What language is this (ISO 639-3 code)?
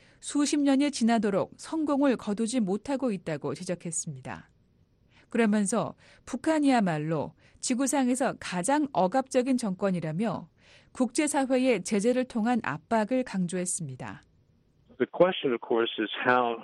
kor